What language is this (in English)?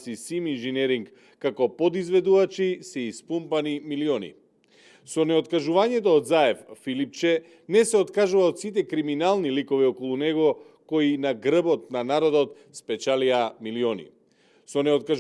Macedonian